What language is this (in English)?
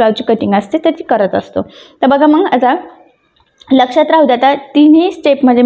Marathi